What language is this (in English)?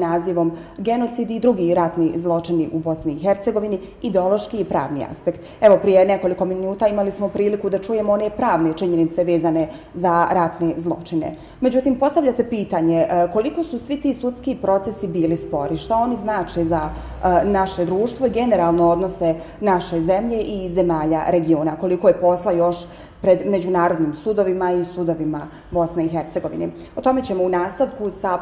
Bosnian